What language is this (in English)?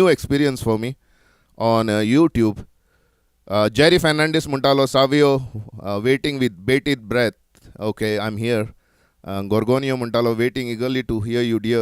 Konkani